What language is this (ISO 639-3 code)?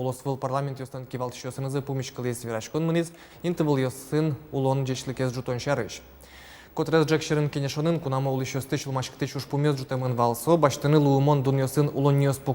udm